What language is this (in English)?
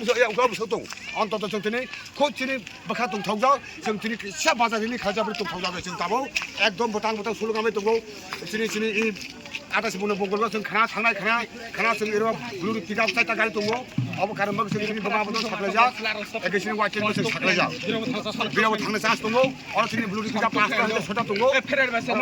Kok Borok